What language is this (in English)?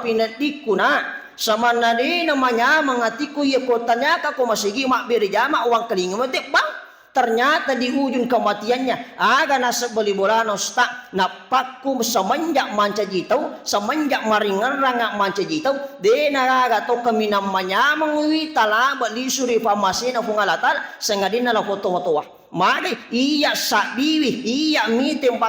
Buginese